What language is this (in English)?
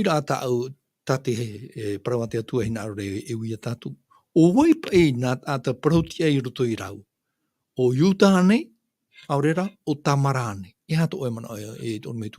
Tahitian